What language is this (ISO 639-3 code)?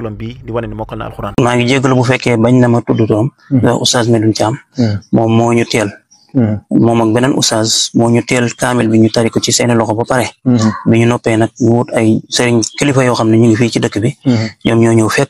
wol